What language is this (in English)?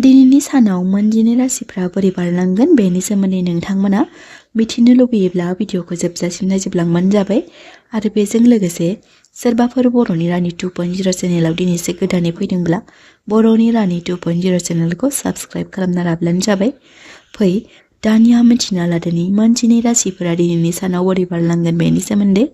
Bodo